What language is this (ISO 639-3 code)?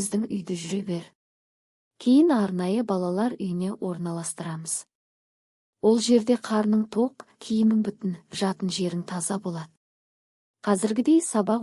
kaz